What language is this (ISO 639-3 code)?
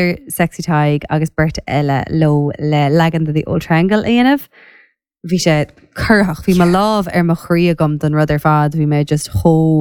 gle